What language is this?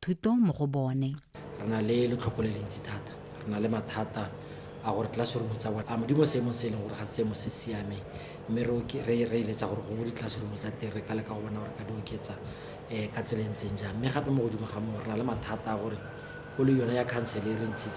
Tswana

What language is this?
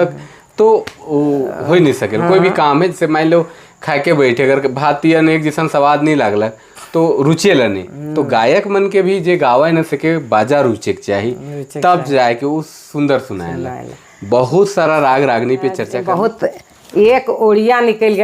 Sadri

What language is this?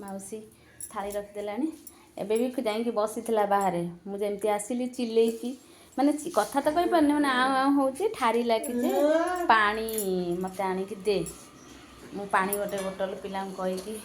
Odia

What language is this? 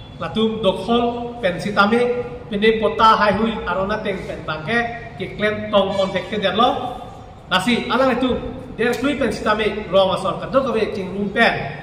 Karbi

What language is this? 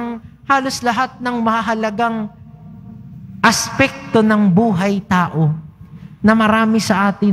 Filipino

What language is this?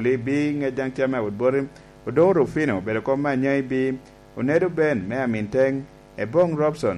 Lango (Uganda)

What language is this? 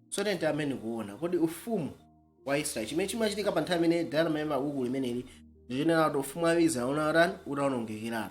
Nyanja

